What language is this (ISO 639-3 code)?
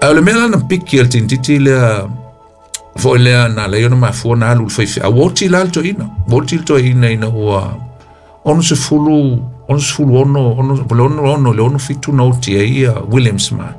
smo